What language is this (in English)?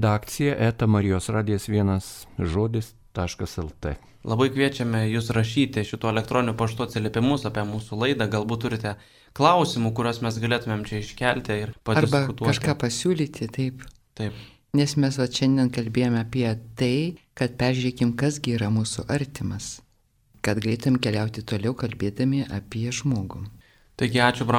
Lithuanian